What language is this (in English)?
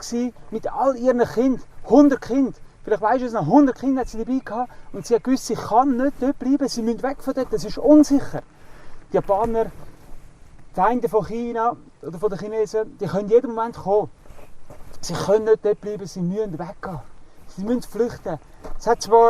Swiss German